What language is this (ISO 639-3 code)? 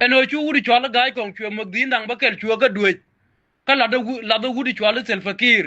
nus